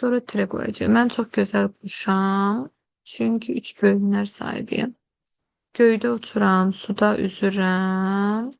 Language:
Azerbaijani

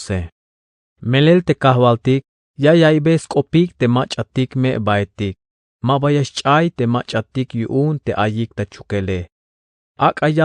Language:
Tzeltal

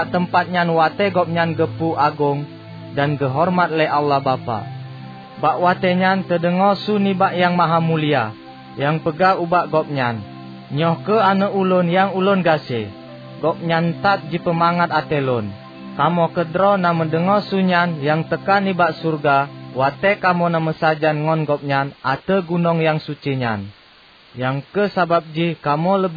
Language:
Achinese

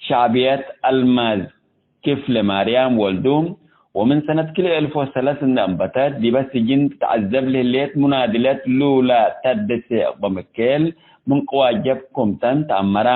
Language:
Tigre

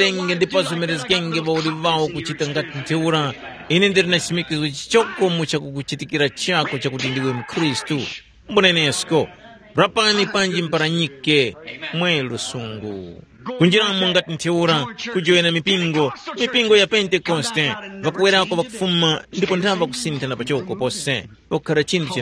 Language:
Tumbuka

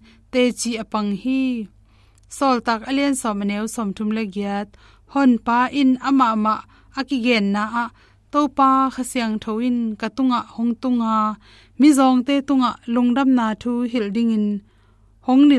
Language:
Tedim Chin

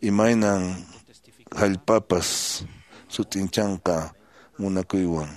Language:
Quechua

